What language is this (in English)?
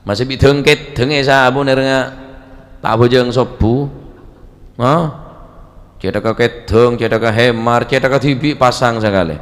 Madurese